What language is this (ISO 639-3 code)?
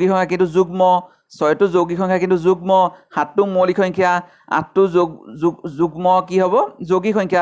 asm